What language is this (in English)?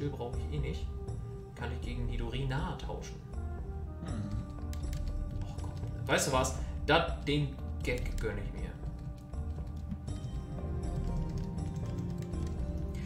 German